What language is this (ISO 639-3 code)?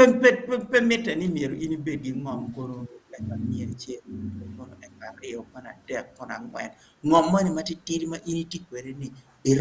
ach